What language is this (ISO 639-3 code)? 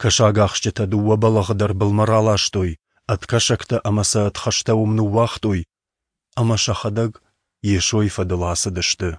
oss